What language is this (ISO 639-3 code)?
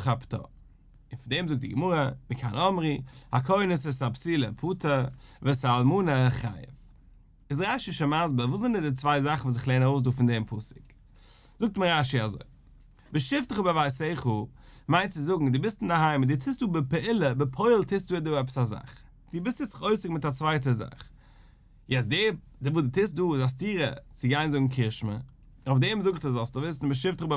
yid